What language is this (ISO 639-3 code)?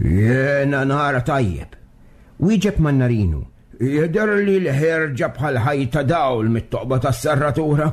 mlt